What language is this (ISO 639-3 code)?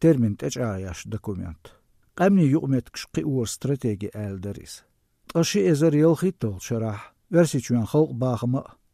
che